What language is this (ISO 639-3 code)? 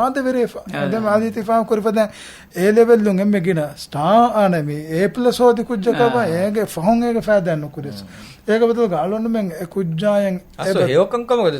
div